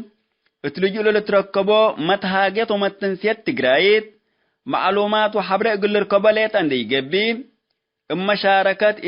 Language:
Tigre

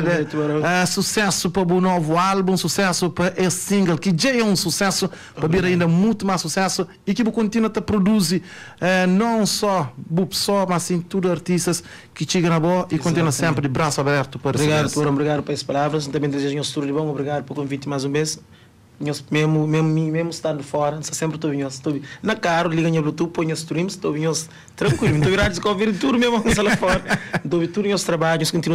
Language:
Kabuverdianu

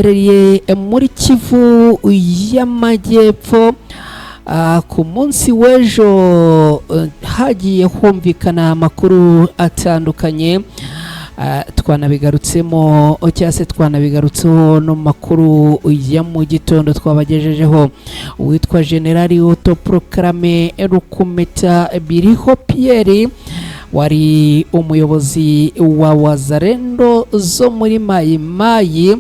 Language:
Kinyarwanda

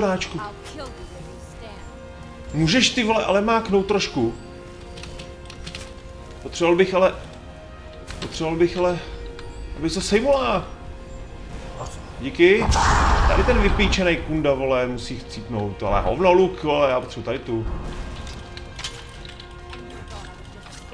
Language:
Czech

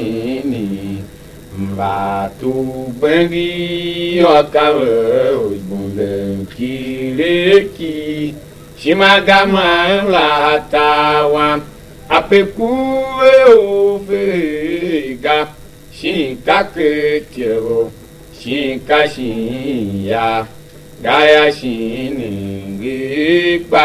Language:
Tiv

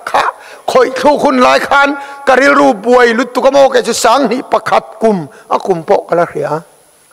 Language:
Mizo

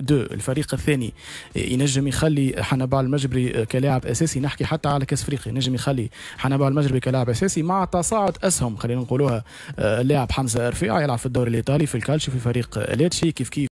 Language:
Tunisian Arabic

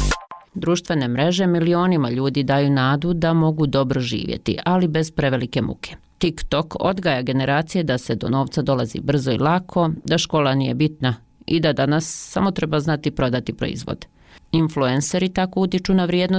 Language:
Bosnian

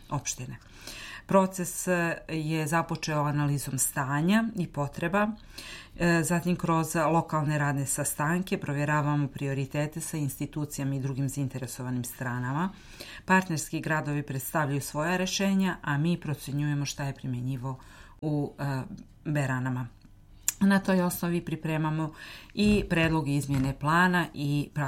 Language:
Serbian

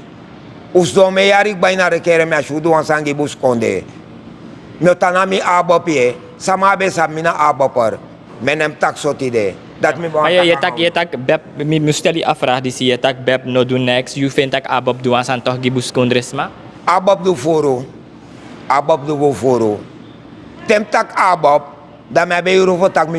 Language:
Sranan Tongo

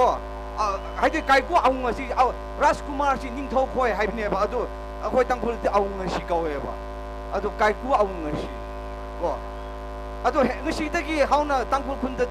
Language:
Tangkhul Naga (India)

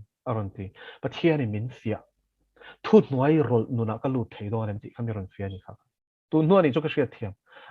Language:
Mizo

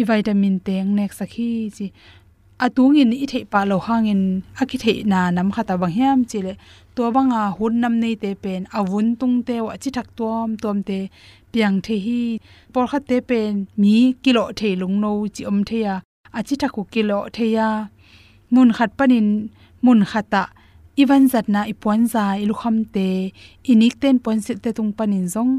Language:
Tedim Chin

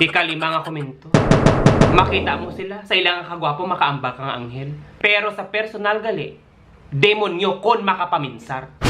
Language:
Hiligaynon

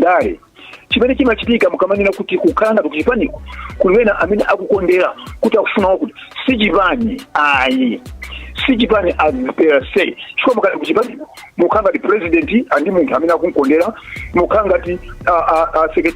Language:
Nyanja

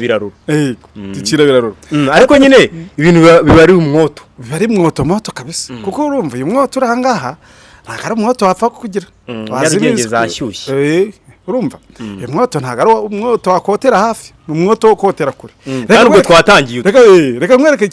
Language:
Kinyarwanda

